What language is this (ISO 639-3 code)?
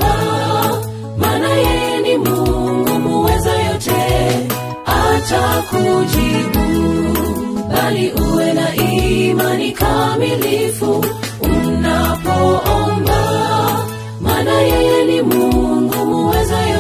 swa